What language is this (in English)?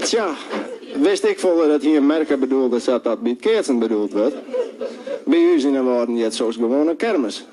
Western Frisian